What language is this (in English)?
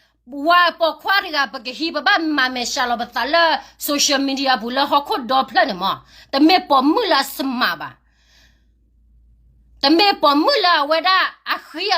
S'gaw Karen